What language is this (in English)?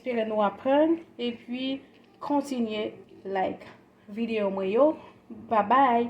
Haitian Creole